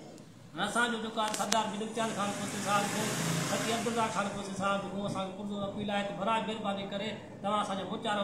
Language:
Sindhi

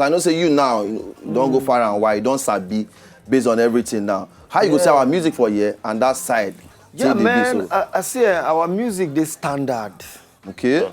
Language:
Nigerian Pidgin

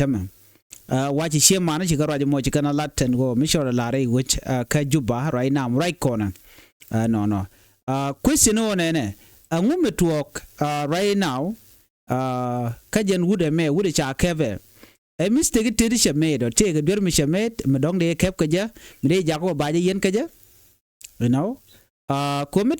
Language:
Nuer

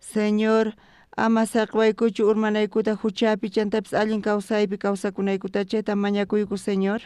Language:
South Bolivian Quechua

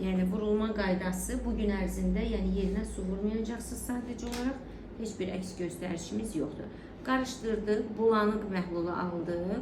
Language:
Azerbaijani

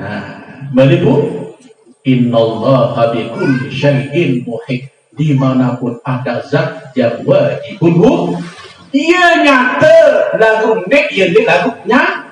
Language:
Sasak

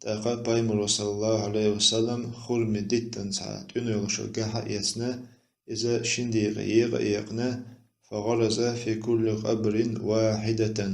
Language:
Chechen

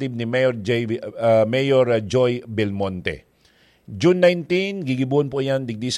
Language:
Bikol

